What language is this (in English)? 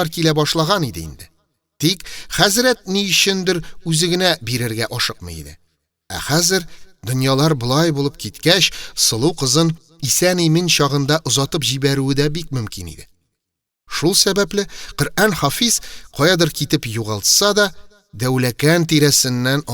Tatar